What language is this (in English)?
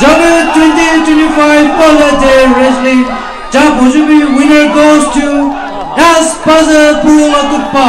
Poumei Naga